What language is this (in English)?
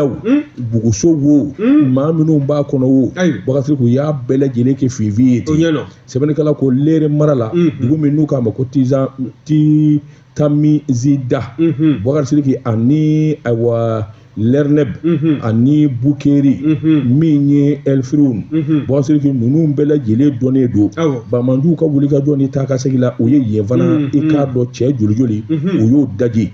Bambara